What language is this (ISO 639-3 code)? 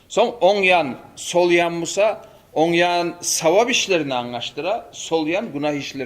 kum